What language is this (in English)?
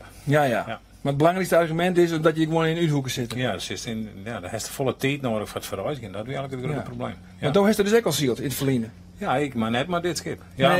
Western Frisian